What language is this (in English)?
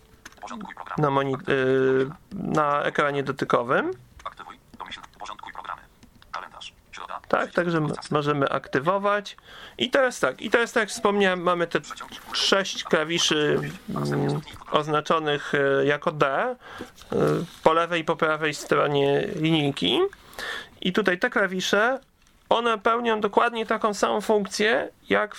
Polish